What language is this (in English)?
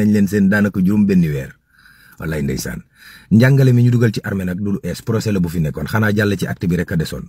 Wolof